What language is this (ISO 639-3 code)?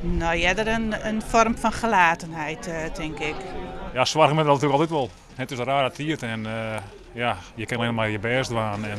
fry